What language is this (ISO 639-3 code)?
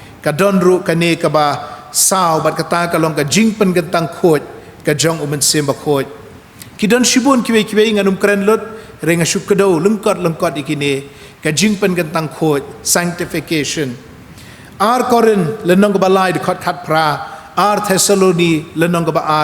kha